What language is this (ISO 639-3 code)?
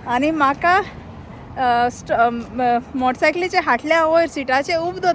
kok